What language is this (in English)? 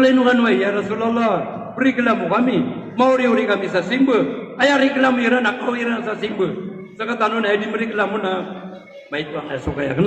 Maranao